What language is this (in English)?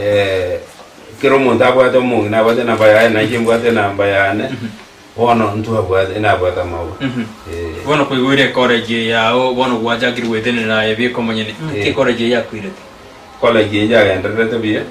Gusii